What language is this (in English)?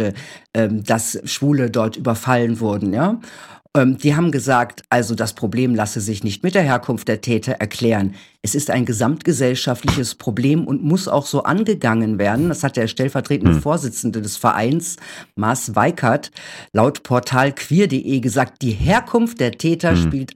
German